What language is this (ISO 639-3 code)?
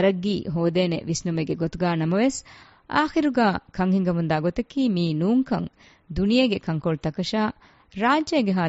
div